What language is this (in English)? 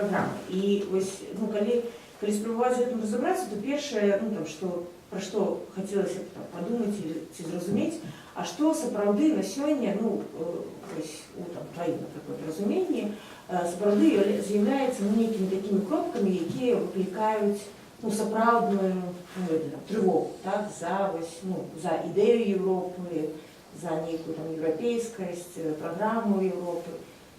Belarusian